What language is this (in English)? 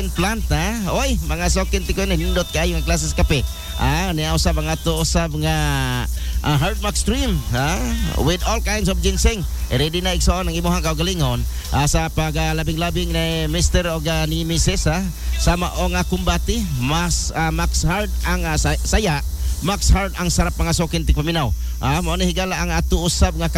Cebuano